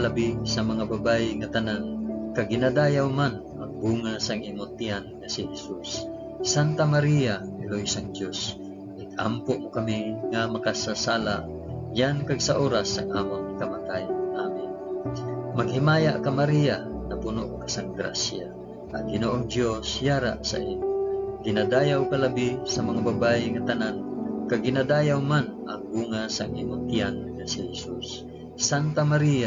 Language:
Hiligaynon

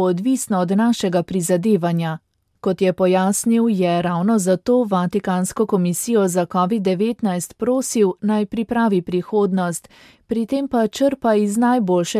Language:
Slovenian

